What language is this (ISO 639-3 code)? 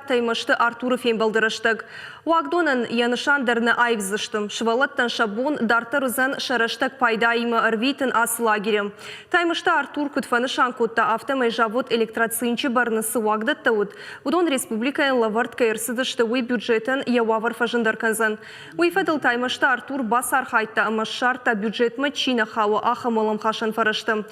oss